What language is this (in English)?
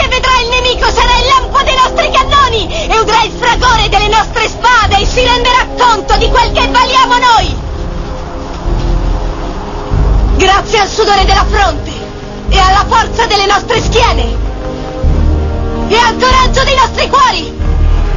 Italian